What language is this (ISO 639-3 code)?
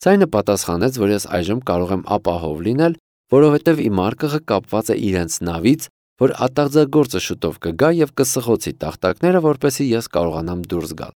hye